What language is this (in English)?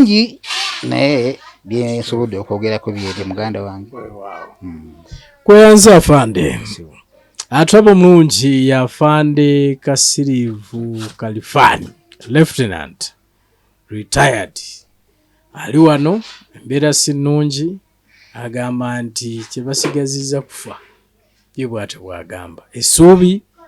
Ganda